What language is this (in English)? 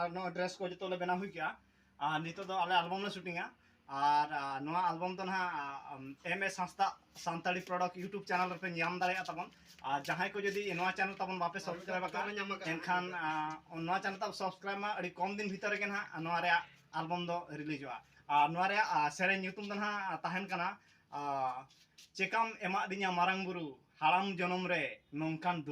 Santali